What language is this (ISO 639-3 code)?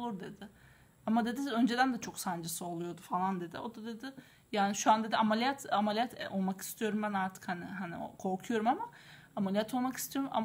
tur